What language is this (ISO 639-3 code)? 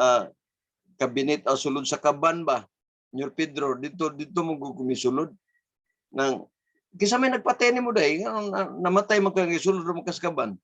ceb